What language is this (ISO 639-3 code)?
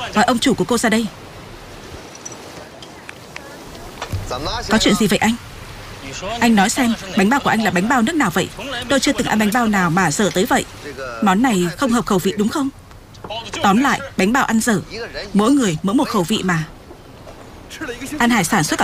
vie